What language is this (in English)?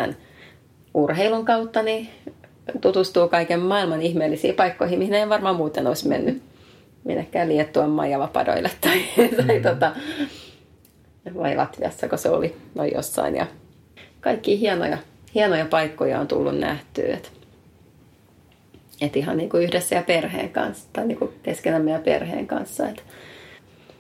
Finnish